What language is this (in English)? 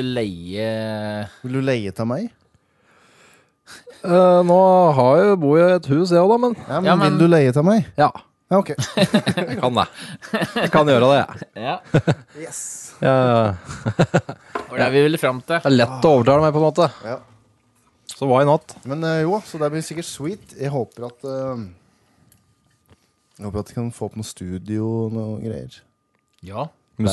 Norwegian